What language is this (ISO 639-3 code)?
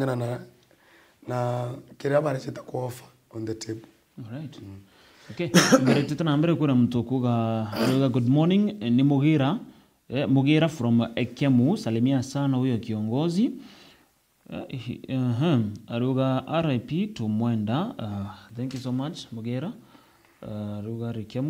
mer